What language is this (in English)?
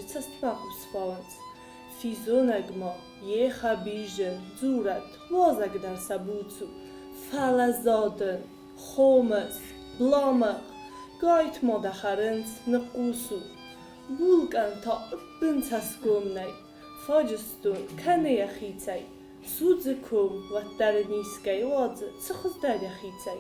Ossetic